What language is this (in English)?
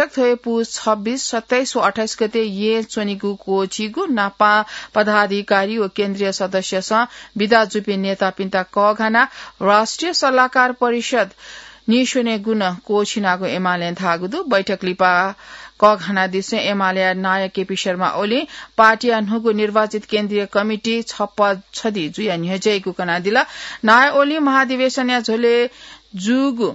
Newari